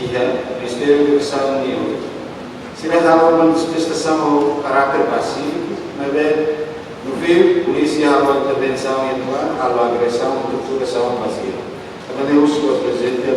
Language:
Tetum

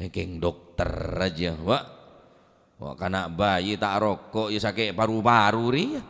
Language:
Madurese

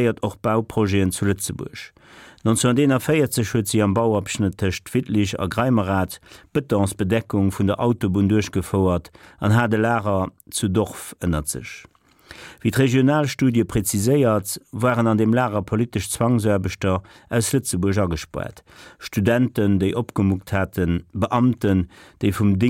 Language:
Luxembourgish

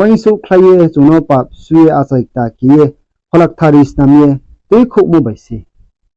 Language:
Riang (India)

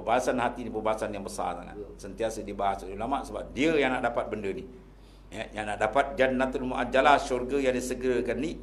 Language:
Malay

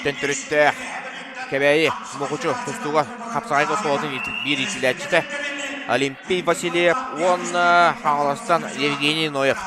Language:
Yakut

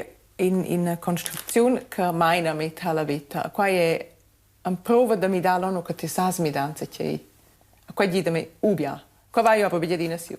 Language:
Romansh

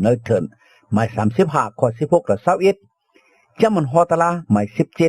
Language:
Shan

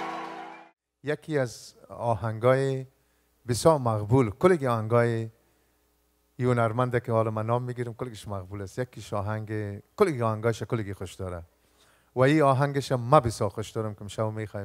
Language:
Persian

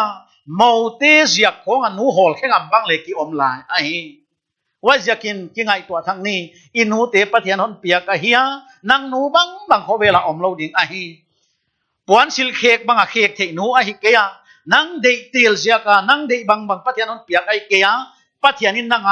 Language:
Paite Chin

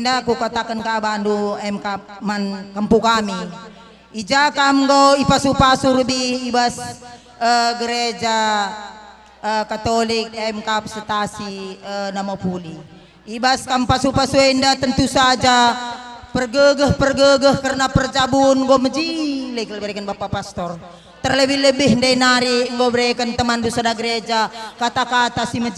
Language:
Batak Karo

